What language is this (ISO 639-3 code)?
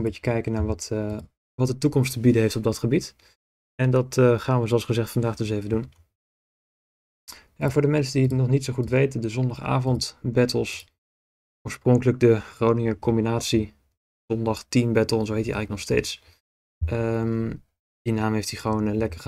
nld